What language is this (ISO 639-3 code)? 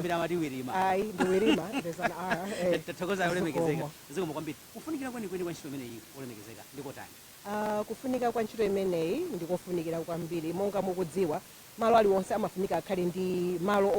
nya